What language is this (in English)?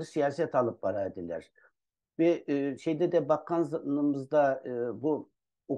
Crimean Tatar